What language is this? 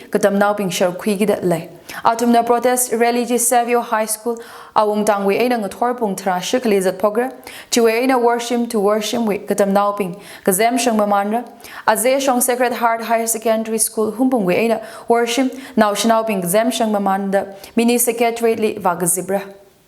Tangkhul Naga (India)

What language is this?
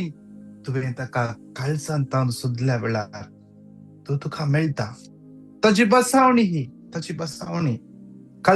Konkani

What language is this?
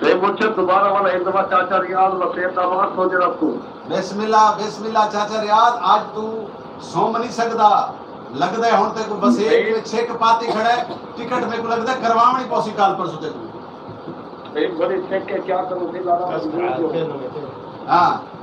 Saraiki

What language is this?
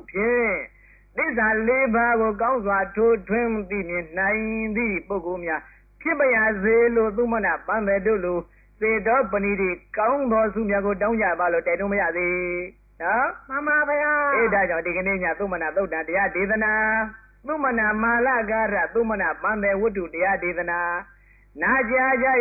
Burmese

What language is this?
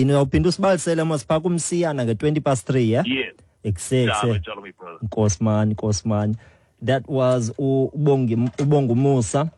Xhosa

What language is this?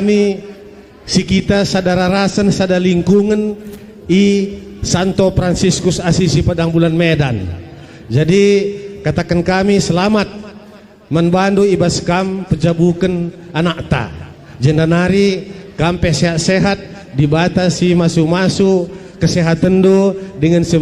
Batak Karo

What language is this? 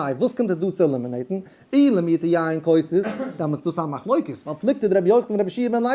Yiddish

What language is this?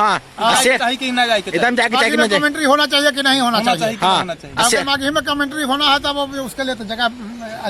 Magahi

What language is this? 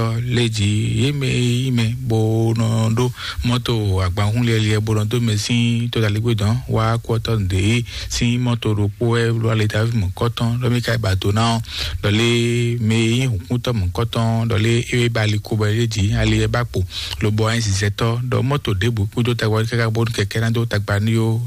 Fon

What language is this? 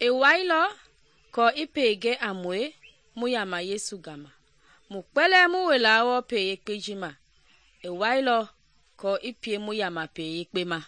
Mende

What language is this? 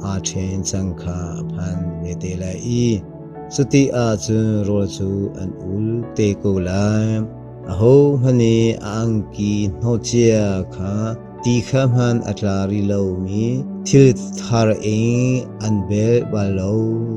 Hakha Chin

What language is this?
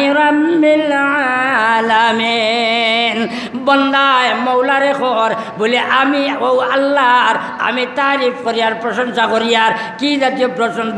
Sylheti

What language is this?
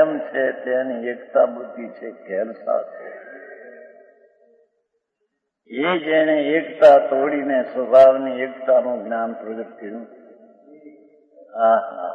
Gujarati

